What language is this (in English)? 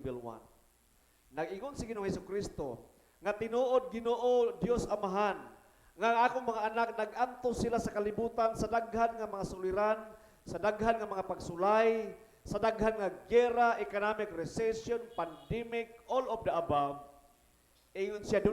Cebuano